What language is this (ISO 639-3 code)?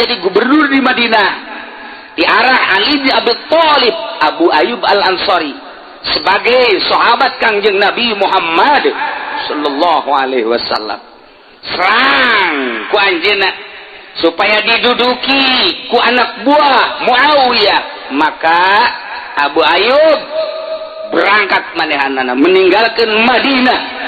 sun